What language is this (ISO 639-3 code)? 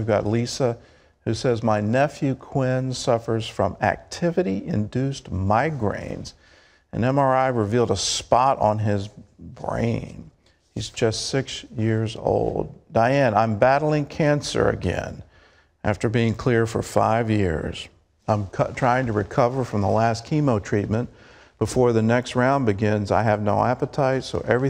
eng